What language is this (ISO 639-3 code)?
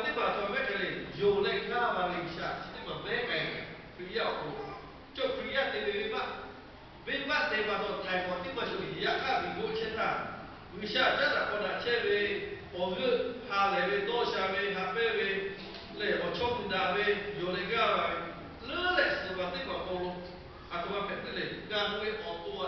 lhu